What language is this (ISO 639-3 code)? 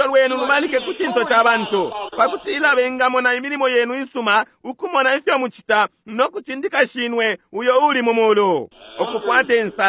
bem